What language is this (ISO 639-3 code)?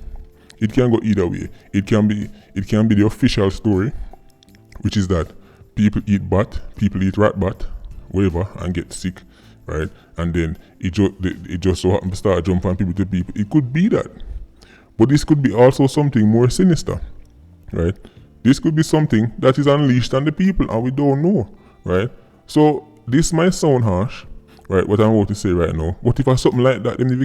jam